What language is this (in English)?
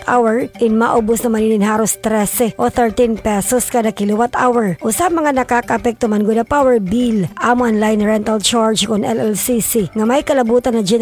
Waray